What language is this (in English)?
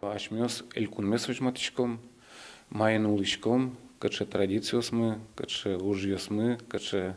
Udmurt